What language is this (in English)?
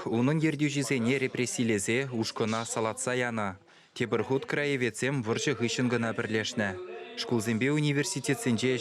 Chuvash